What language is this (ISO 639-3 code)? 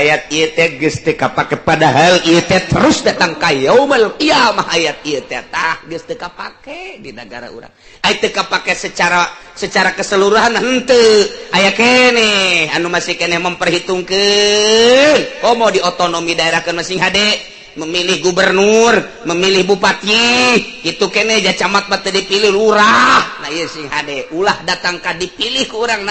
sun